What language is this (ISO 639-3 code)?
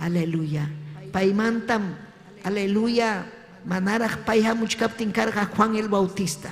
quy